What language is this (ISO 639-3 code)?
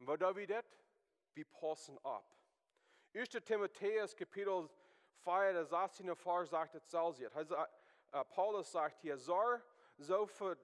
pdt